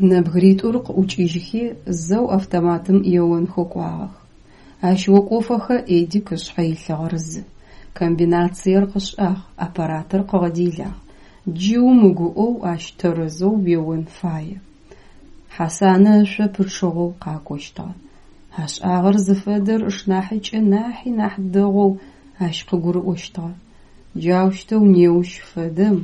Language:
Adyghe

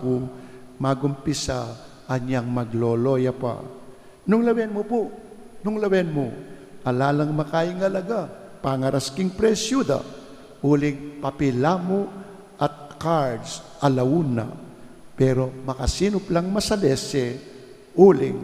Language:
Pampanga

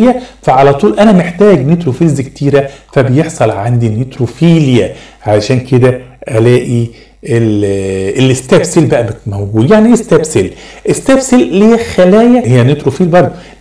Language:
Egyptian Arabic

